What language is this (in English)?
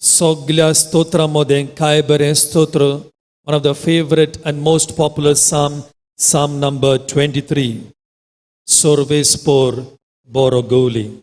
Konkani